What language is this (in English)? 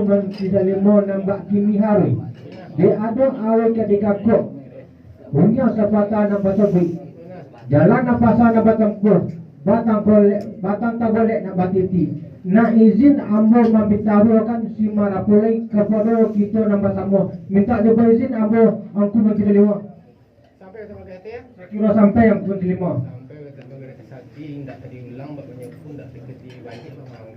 Minangkabau